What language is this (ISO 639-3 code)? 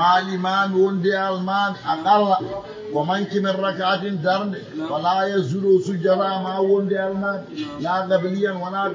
ful